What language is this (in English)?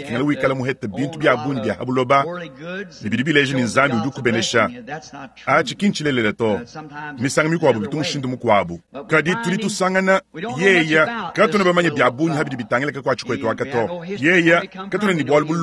Luba-Lulua